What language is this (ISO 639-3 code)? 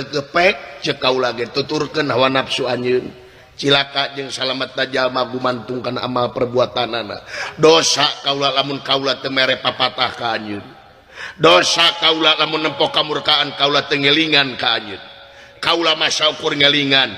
sun